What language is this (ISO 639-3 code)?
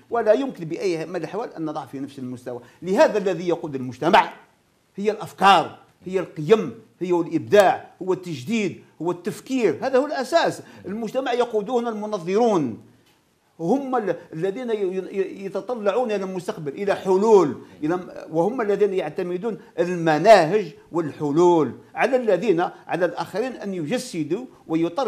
ara